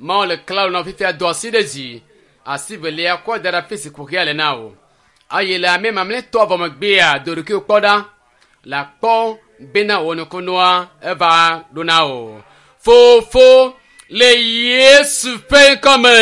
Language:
Ewe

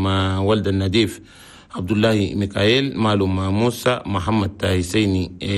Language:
Chadian Arabic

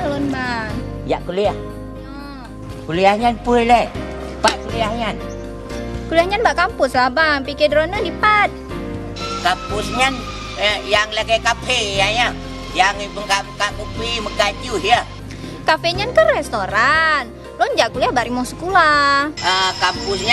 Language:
Achinese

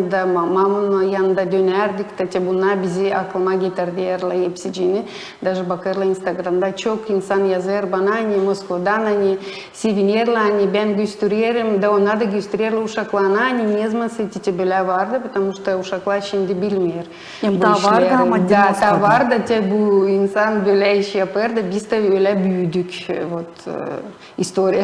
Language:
Gagauz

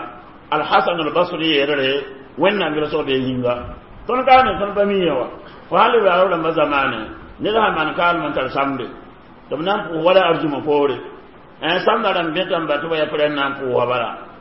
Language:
Mossi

